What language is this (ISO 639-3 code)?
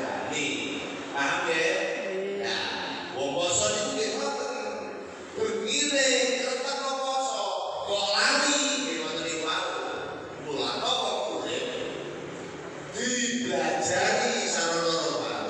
jav